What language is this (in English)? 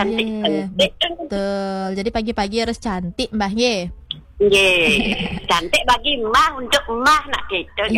Balinese